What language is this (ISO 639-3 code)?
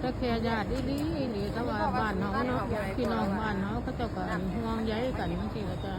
tts